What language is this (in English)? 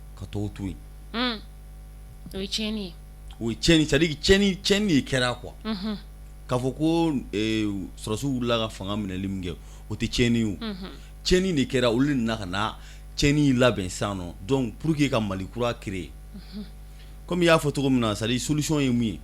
Bambara